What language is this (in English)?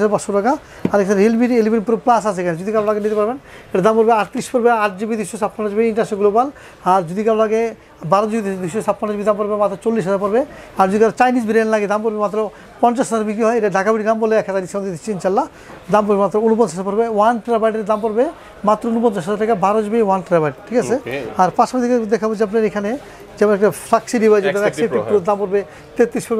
Bangla